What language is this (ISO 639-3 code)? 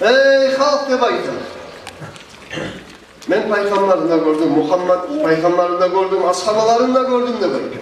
kum